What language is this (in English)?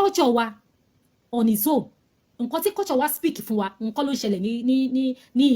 Yoruba